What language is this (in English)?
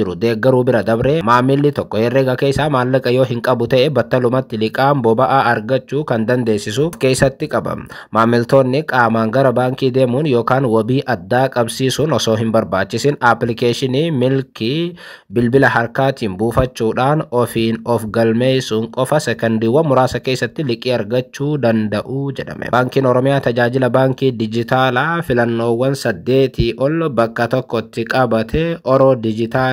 Oromo